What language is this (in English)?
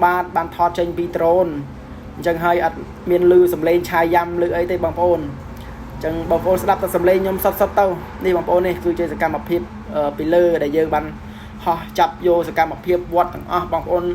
Khmer